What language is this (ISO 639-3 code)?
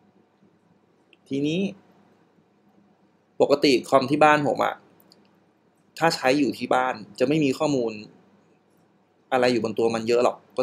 tha